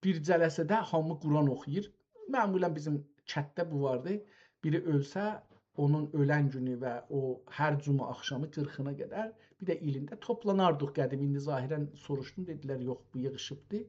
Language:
South Azerbaijani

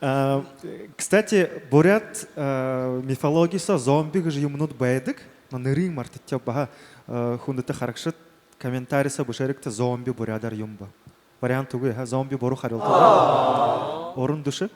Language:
Buriat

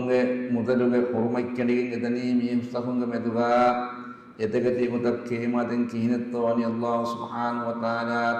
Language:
Divehi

